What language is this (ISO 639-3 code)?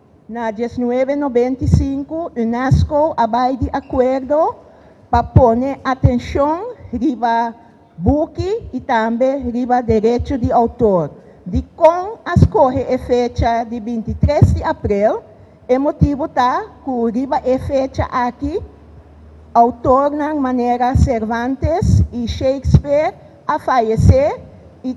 pap